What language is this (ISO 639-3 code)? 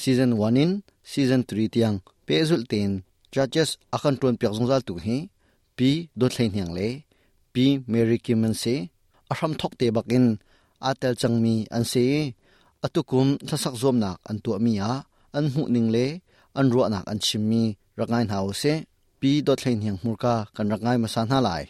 cnh